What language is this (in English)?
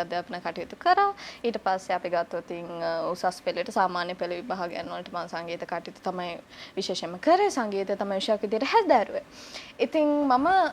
Sinhala